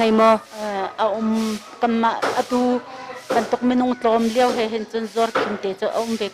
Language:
Hakha Chin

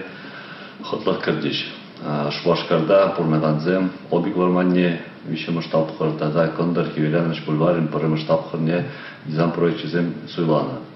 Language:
Chuvash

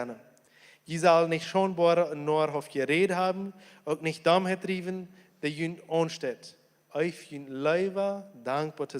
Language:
Plautdietsch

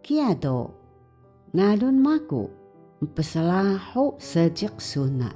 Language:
Taroko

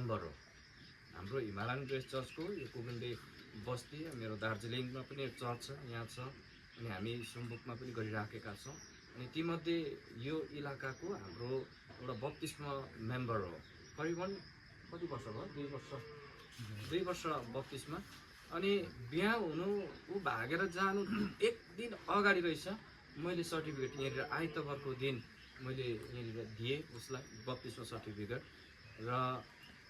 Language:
Nepali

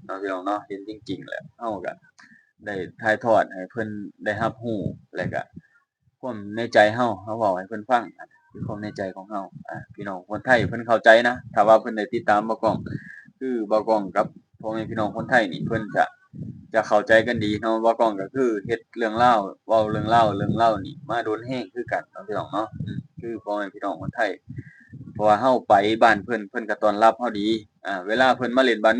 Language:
Lao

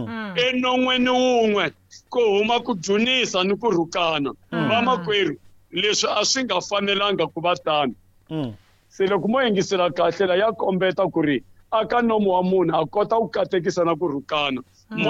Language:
Tsonga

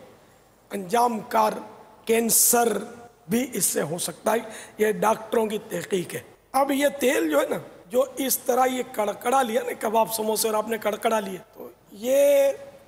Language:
Urdu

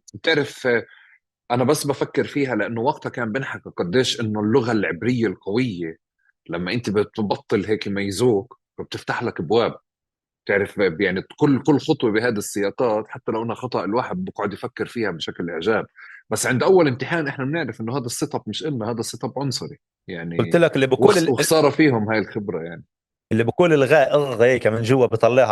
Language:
North Levantine Arabic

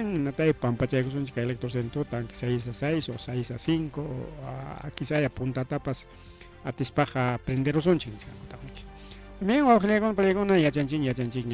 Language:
Ayacucho Quechua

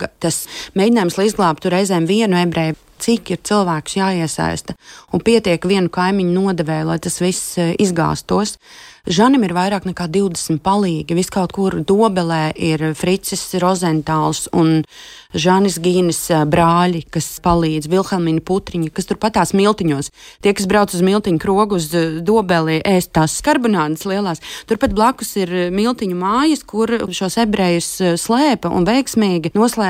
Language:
Latvian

